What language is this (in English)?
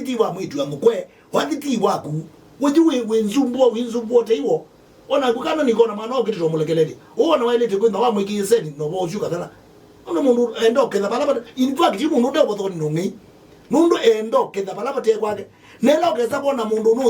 Kamba